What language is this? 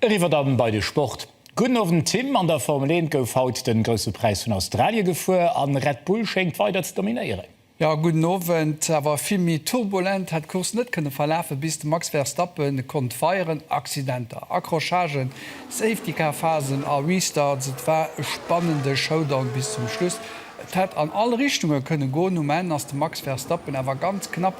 Luxembourgish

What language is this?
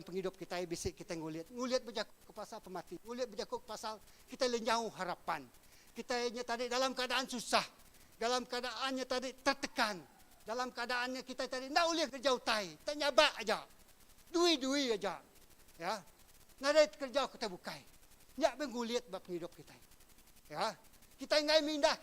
Iban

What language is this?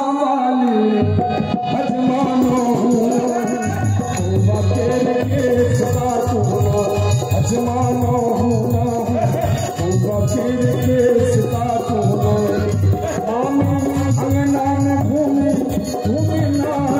Bhojpuri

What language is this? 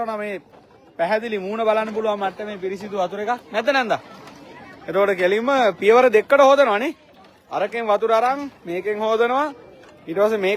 Sinhala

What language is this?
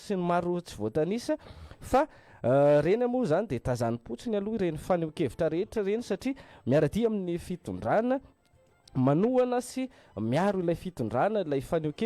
Malagasy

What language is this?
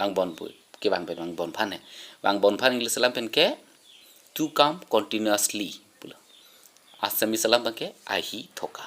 Karbi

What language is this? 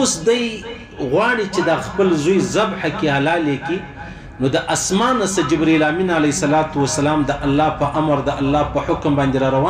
Pashto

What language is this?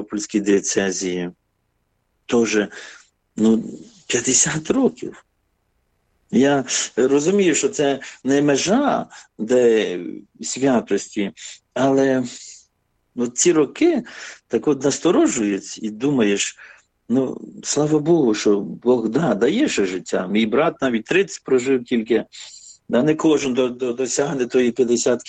Ukrainian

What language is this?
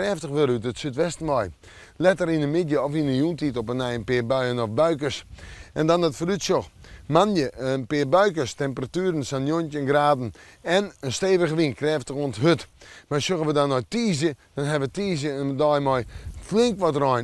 Western Frisian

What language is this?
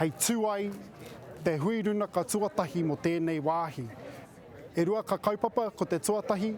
Māori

